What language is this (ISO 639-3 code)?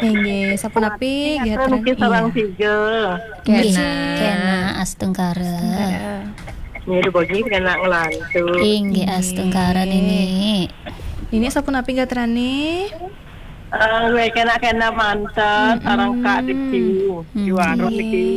ban